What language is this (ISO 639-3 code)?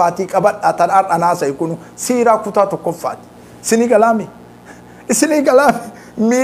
orm